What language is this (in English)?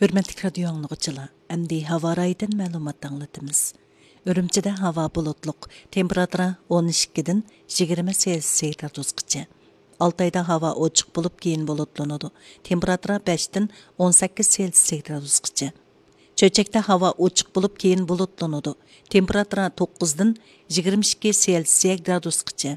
Uyghur